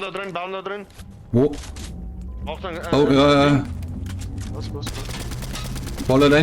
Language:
Bavarian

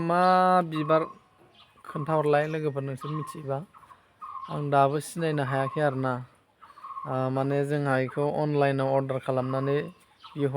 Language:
Bodo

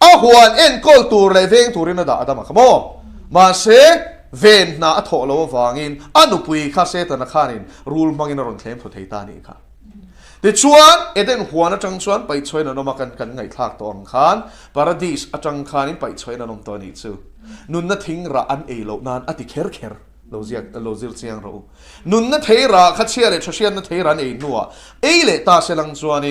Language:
Mizo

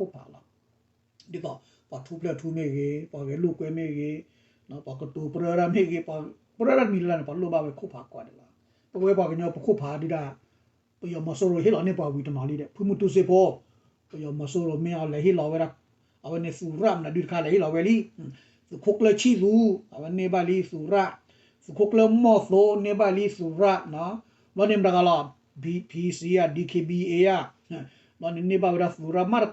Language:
S'gaw Karen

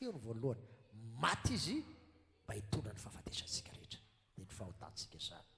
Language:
Malagasy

